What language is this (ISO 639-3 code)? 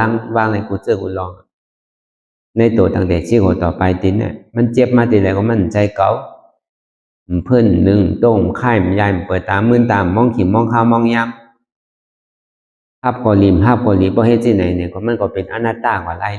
shn